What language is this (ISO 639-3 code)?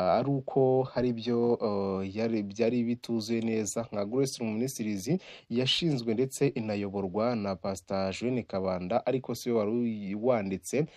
kin